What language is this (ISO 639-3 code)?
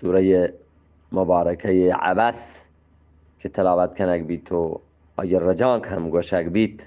bgp